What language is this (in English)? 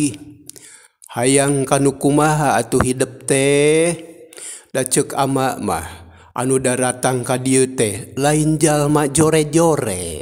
Sundanese